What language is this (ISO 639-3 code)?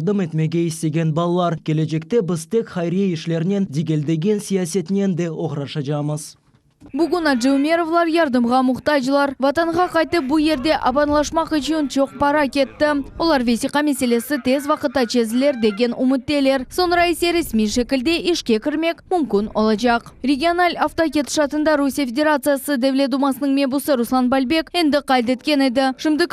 crh